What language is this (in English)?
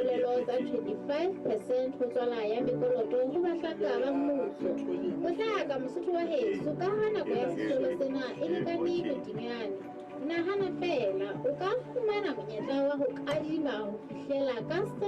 Southern Sotho